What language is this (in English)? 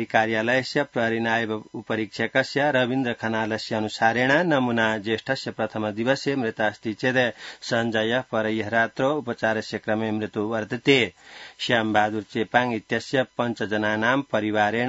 Sanskrit